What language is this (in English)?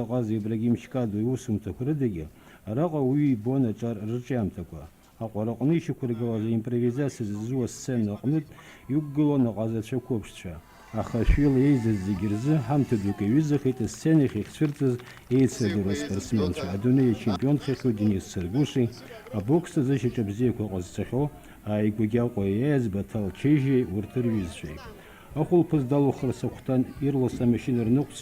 Abkhazian